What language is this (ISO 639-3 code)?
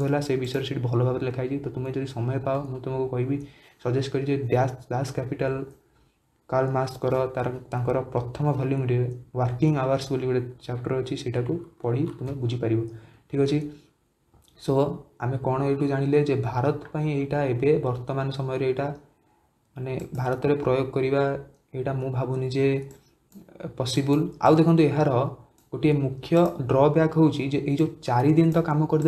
ori